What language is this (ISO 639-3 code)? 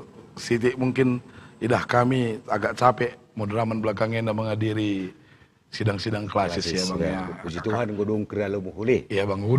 btx